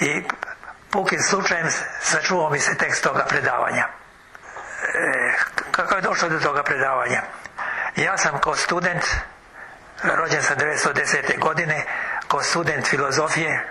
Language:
Serbian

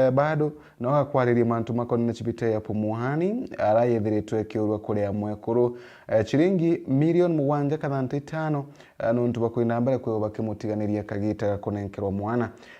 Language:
Meru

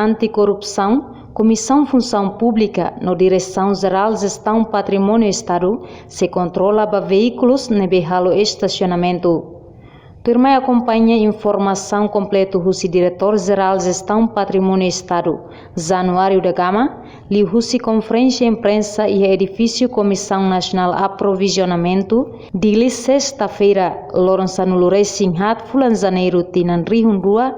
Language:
Tetum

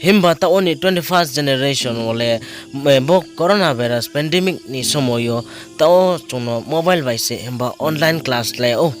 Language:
Riang (India)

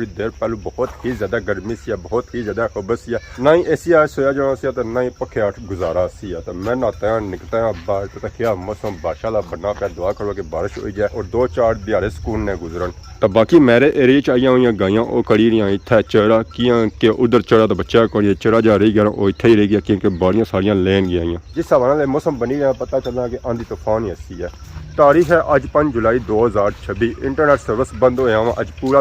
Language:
Pahari-Potwari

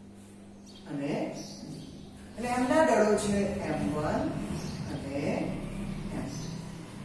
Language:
Gujarati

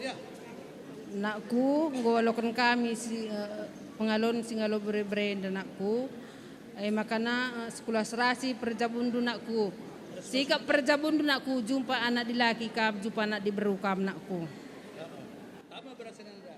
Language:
Batak Karo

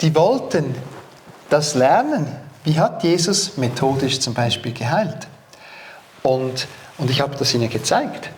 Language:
Swiss German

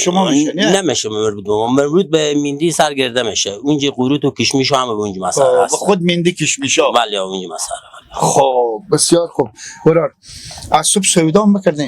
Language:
Persian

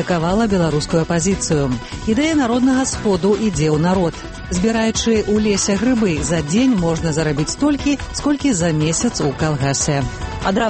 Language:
Belarusian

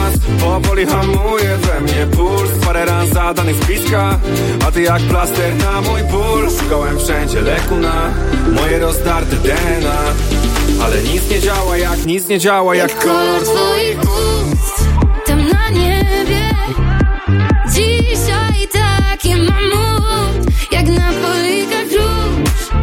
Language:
Polish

